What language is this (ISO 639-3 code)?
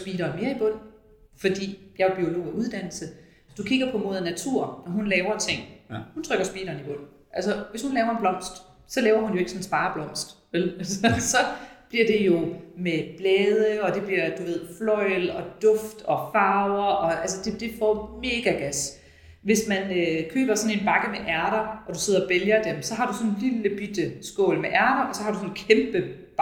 dan